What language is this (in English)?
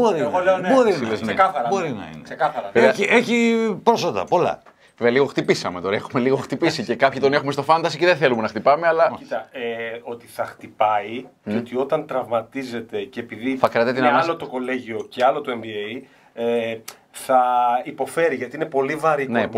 Greek